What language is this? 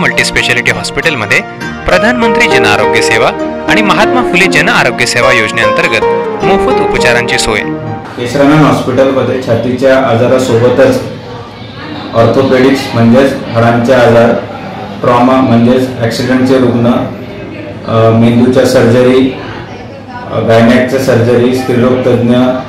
Marathi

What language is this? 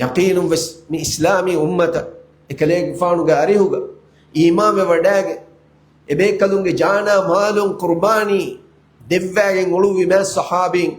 Divehi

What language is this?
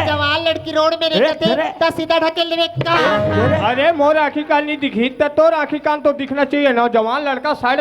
Chhattisgarhi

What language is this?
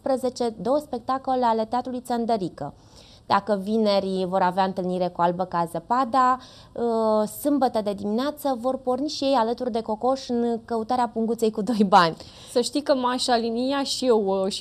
Romanian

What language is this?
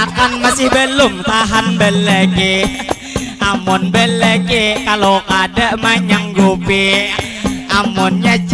Banjar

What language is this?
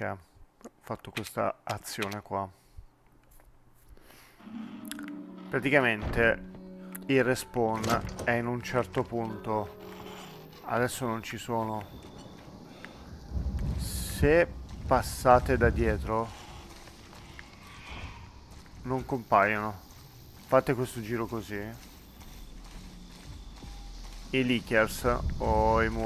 Italian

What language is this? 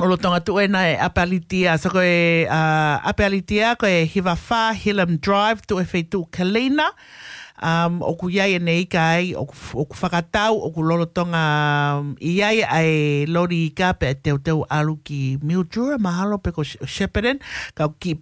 Tongan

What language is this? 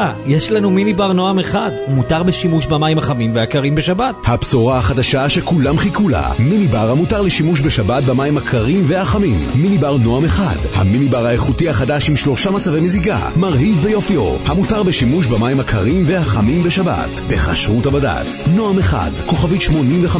Hebrew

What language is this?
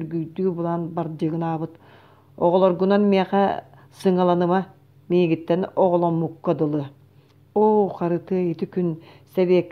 Yakut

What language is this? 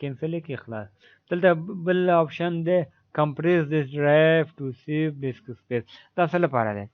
Pashto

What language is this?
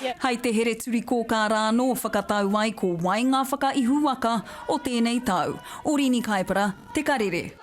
Māori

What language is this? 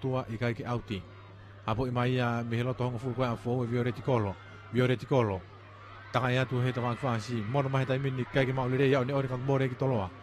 Tongan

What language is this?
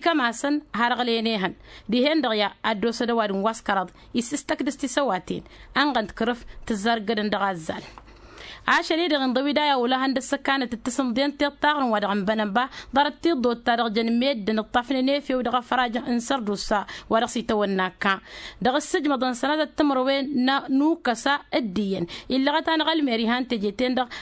Tamasheq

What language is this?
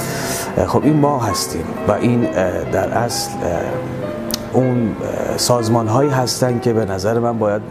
Persian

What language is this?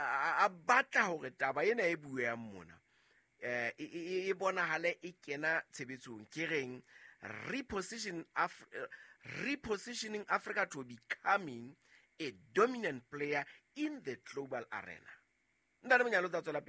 Southern Sotho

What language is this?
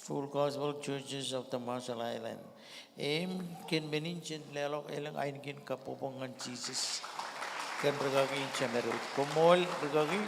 Marshallese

